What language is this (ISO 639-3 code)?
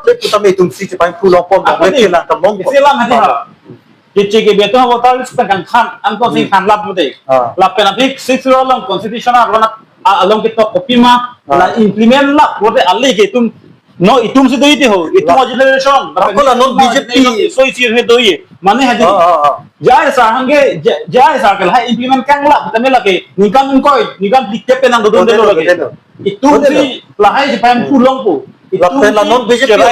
mjw